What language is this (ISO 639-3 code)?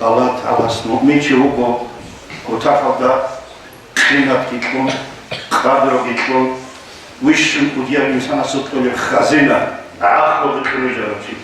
ava